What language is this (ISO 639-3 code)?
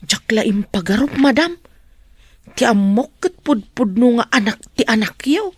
ilo